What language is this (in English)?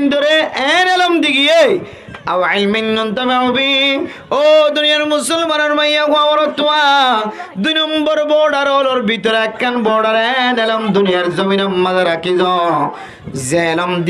Rohingya